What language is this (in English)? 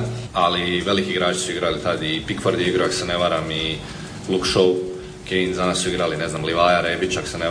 Croatian